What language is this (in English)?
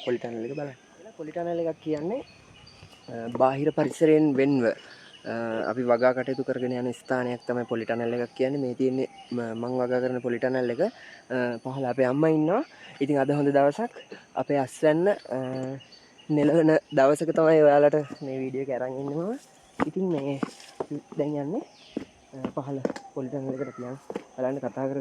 Sinhala